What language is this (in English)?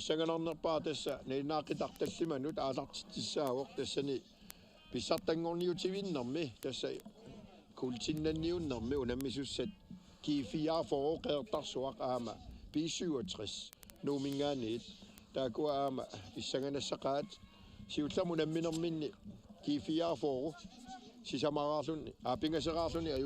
Kalaallisut